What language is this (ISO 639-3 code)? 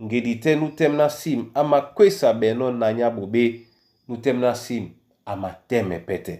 dua